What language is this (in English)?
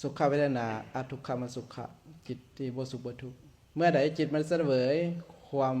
Lao